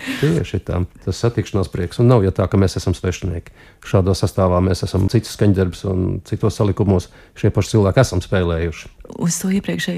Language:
Latvian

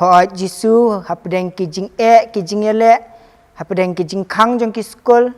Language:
Khasi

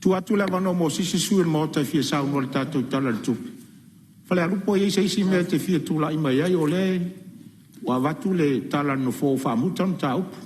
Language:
Samoan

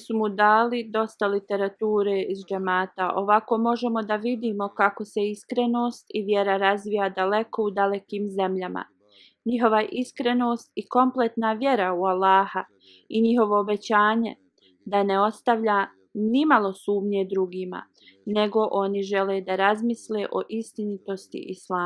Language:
Bosnian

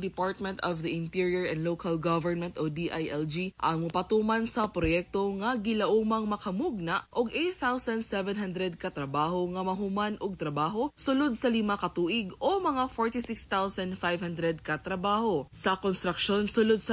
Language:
Cebuano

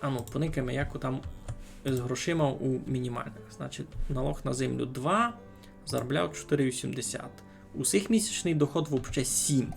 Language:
Rusyn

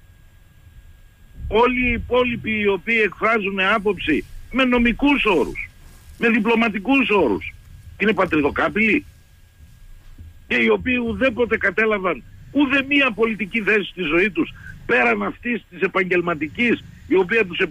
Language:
Greek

